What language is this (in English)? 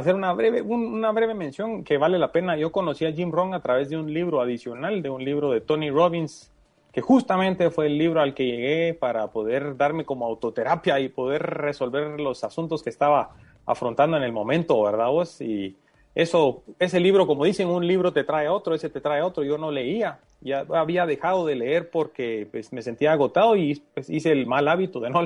Spanish